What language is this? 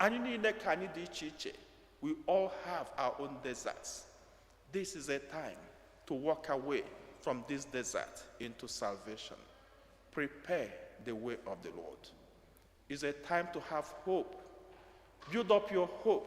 Igbo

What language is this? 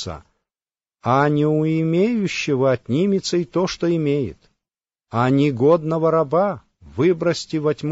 Russian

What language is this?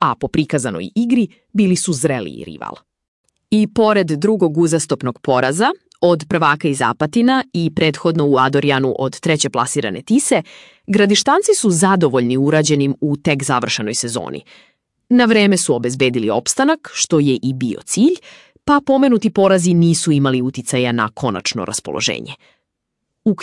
Serbian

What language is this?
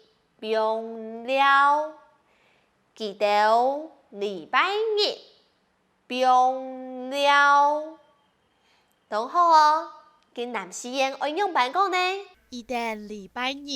Hakka Chinese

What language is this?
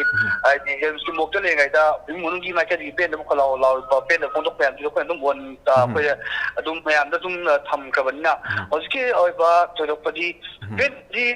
Manipuri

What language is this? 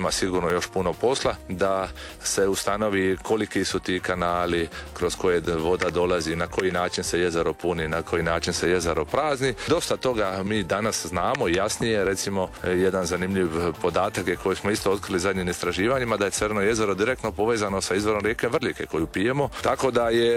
Croatian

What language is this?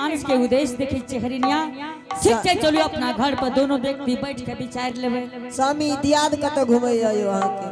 Angika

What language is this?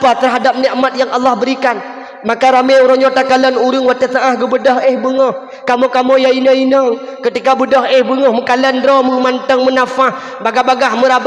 Achinese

